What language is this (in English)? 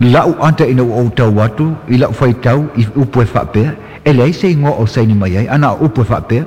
Samoan